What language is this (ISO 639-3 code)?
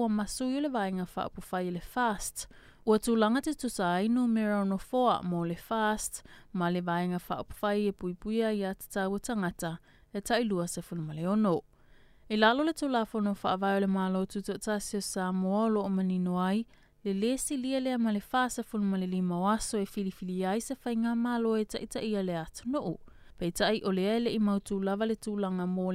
smo